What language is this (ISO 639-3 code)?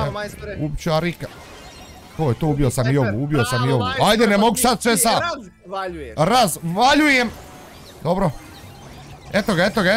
bos